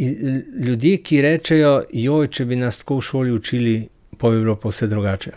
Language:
Slovenian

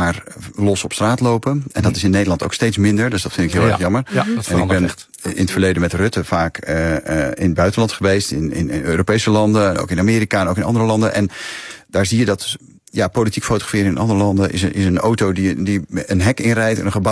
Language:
Dutch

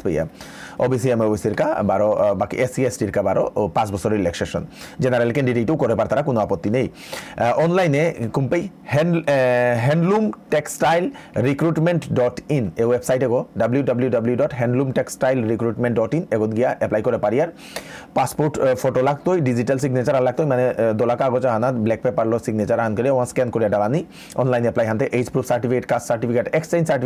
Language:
Bishnupriya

